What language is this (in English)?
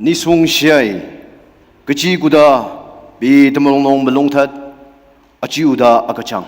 Ao Naga